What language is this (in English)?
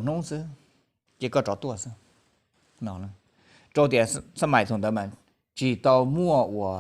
Hmong